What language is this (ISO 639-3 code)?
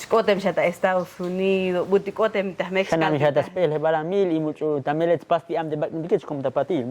tzo